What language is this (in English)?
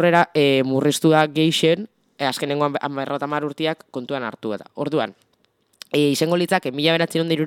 Basque